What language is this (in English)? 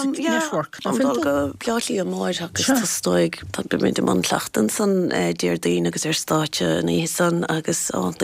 Irish